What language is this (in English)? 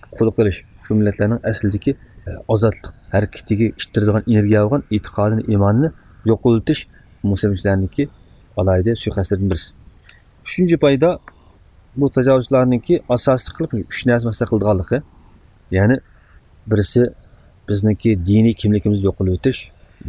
Uyghur